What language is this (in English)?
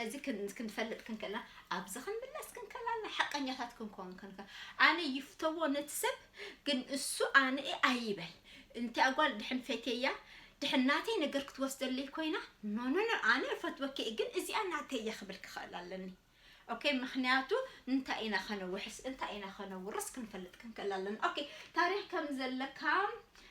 Tigrinya